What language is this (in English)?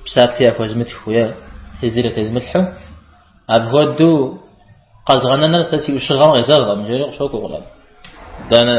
Kabardian